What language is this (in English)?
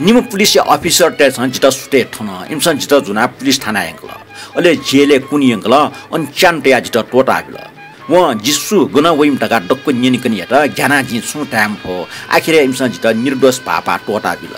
Newari